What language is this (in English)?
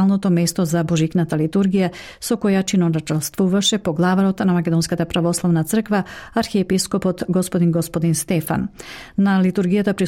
Macedonian